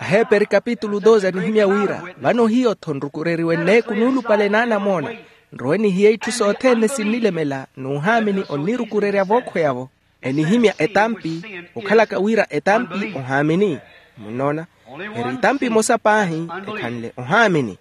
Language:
Makhuwa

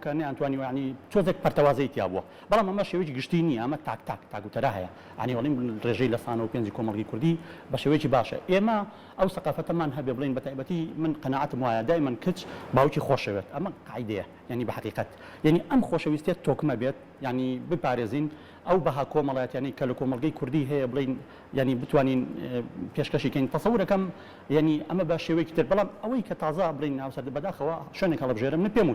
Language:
Central Kurdish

